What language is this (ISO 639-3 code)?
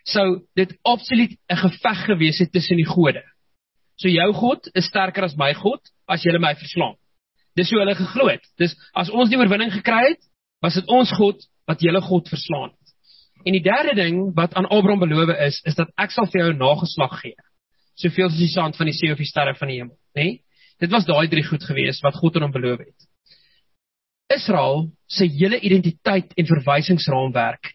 afr